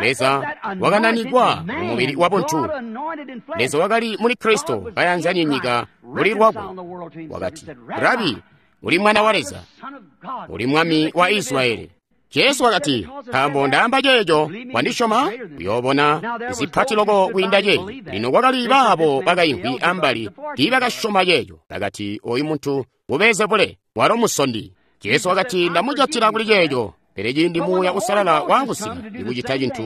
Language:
Tonga (Zambia)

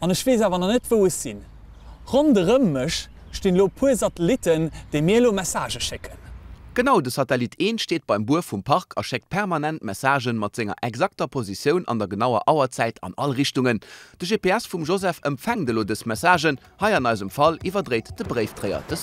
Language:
Luxembourgish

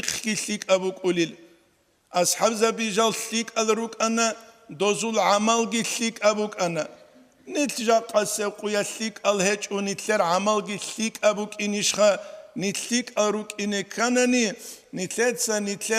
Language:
Avaric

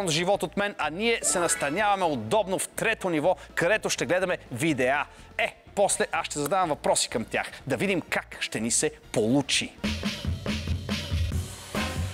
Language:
Bulgarian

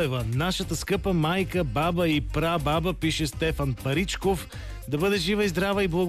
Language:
Bulgarian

